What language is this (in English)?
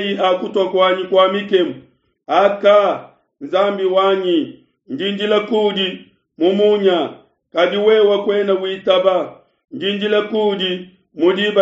Luba-Lulua